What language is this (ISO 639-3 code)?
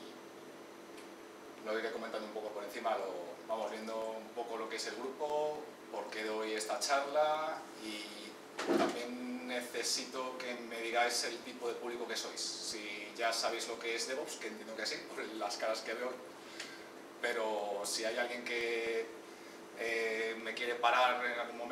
spa